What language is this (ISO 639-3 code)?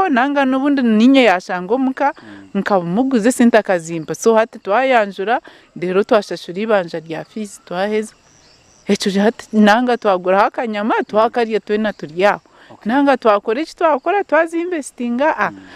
nyn